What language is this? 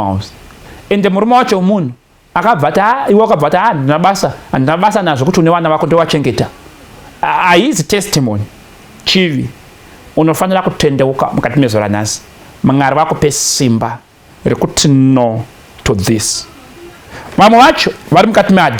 Shona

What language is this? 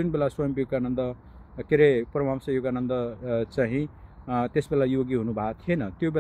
Nepali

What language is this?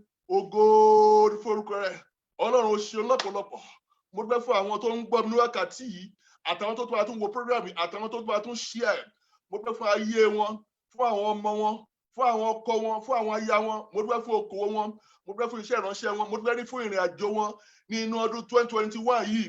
Yoruba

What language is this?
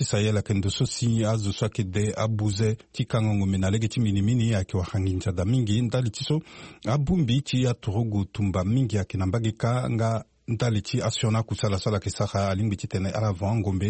Sango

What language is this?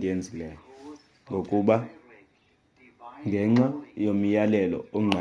Xhosa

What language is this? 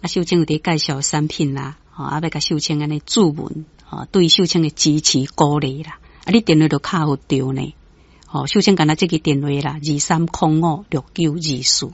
Min Nan Chinese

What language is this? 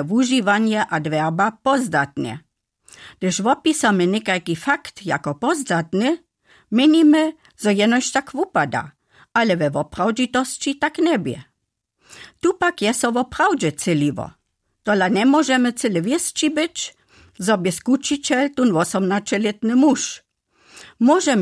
Upper Sorbian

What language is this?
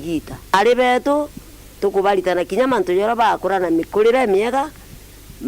Meru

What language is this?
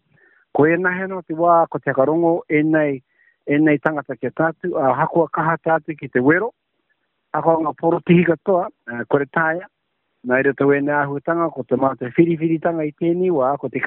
Māori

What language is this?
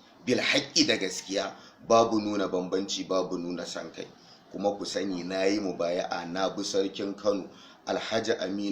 Hausa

